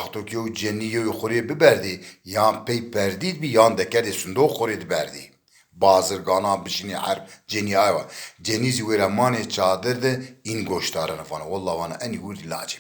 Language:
Zaza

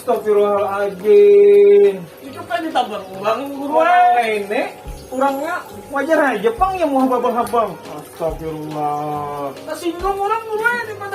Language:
Banjar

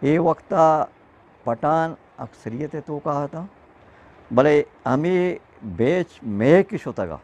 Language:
Eastern Balochi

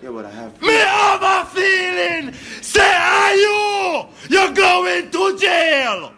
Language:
Jamaican Creole English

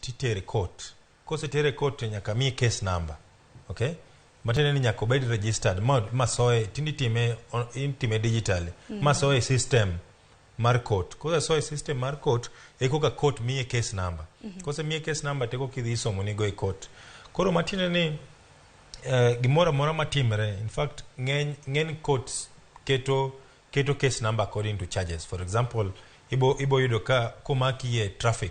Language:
Luo (Kenya and Tanzania)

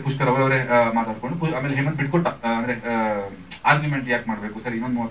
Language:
Kannada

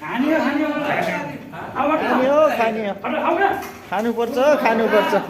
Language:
Nepali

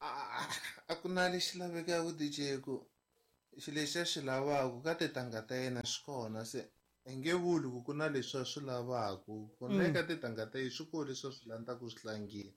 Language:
Tsonga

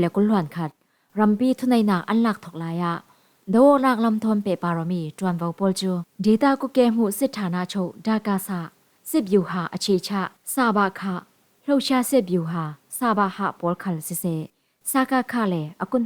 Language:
Falam Chin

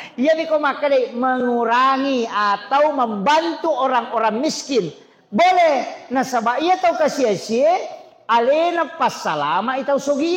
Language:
Buginese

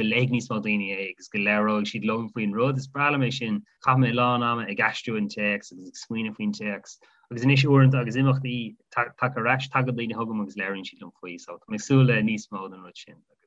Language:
Irish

